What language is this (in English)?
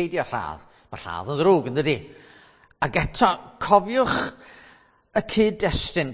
Welsh